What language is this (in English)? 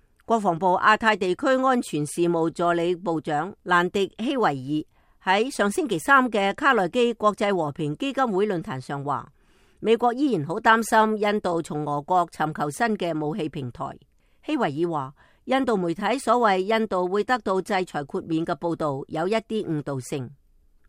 Cantonese